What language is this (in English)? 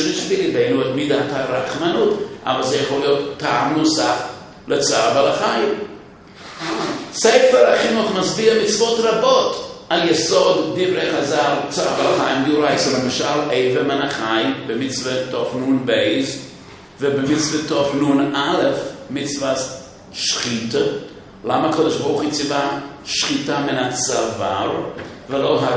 Hebrew